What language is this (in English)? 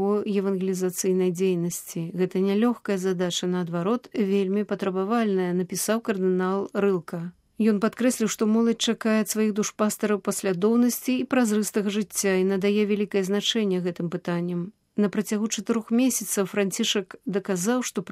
Belarusian